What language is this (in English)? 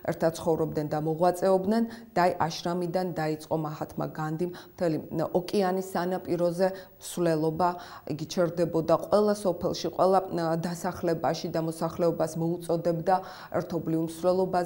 Georgian